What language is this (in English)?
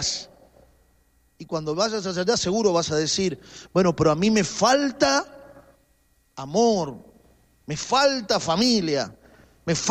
Spanish